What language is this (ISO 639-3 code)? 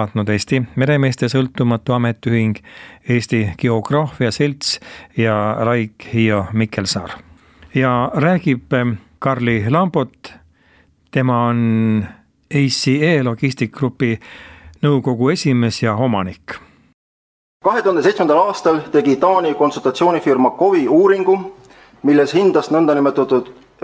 est